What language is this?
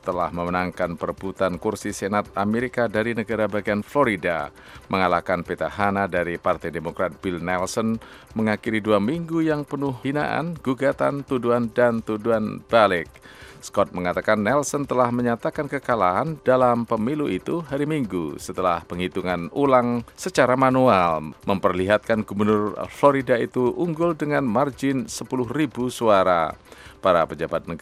Indonesian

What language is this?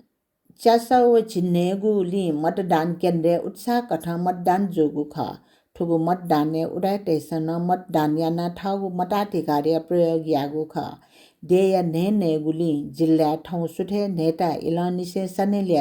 Newari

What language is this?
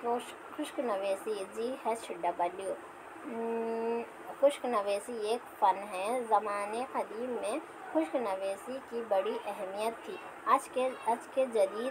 Urdu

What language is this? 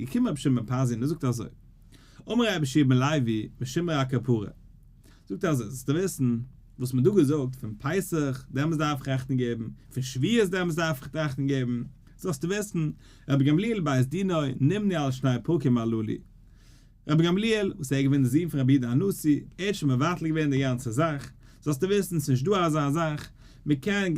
Yiddish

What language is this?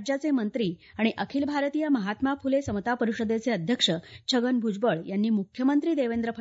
Marathi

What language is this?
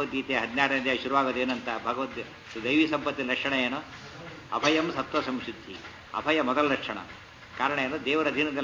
Kannada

